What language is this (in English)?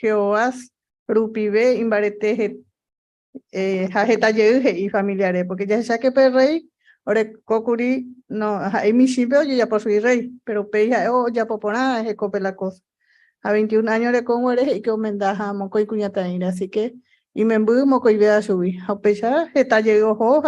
Guarani